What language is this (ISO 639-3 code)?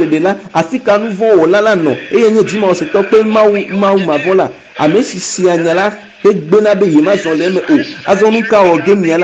ewe